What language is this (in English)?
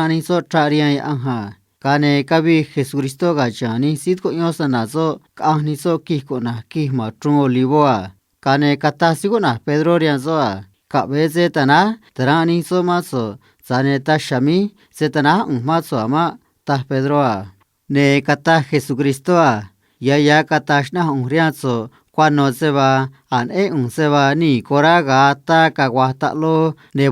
Copala Triqui